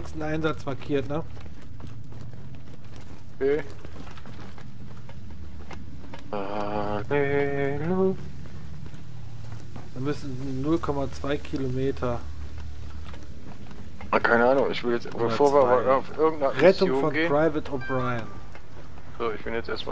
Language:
German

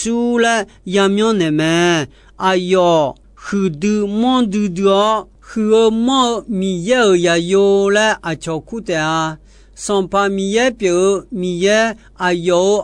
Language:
Akha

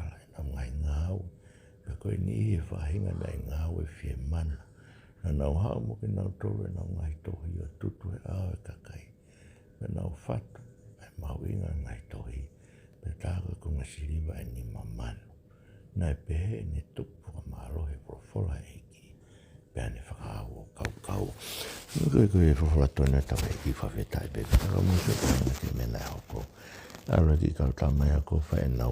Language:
Tongan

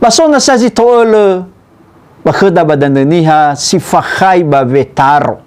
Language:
Nias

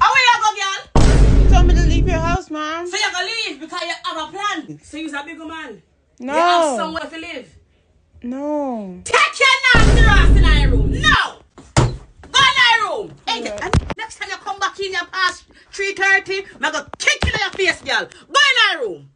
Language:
Jamaican Creole English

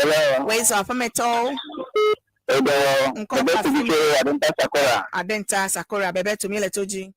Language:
Ewe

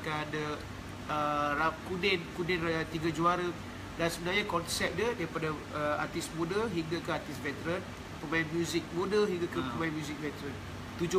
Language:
Malay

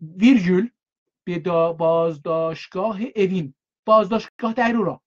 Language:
South Azerbaijani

